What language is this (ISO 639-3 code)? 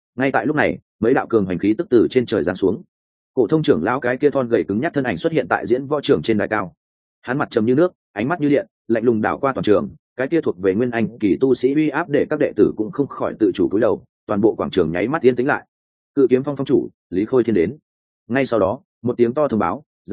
vie